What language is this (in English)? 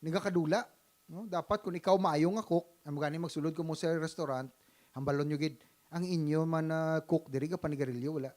Hiligaynon